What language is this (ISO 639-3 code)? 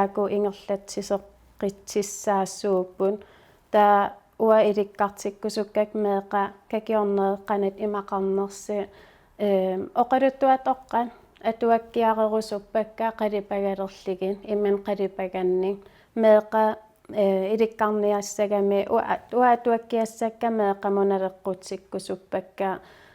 kal